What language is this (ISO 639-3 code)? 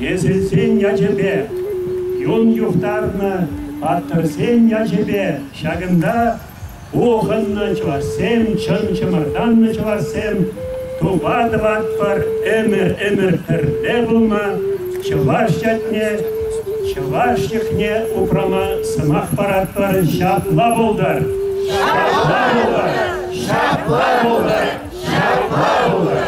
chv